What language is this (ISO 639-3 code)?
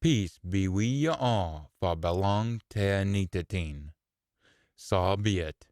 sco